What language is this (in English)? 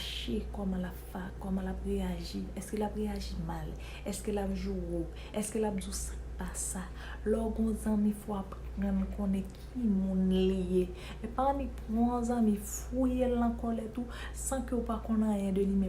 Haitian Creole